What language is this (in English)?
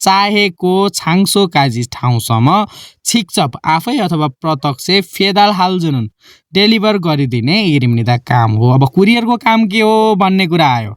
Nepali